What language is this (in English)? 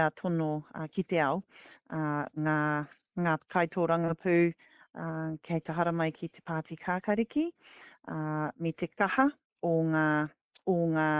Māori